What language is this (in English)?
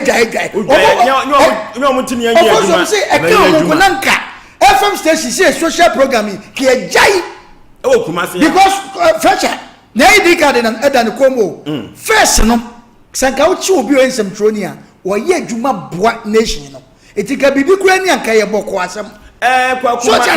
Akan